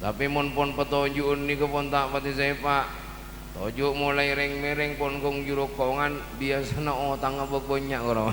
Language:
Madurese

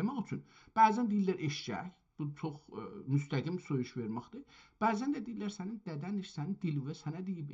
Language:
South Azerbaijani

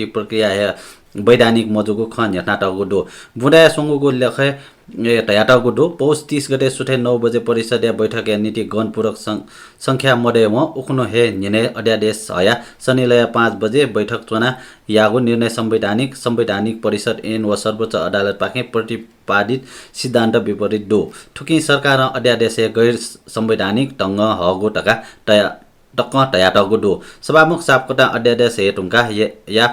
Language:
Newari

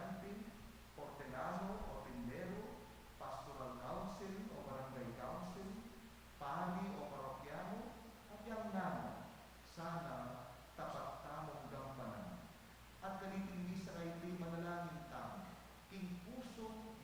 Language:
Pampanga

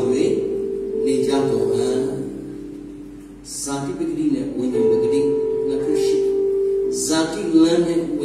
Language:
Burmese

